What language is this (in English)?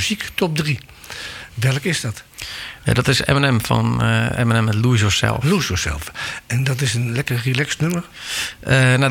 Dutch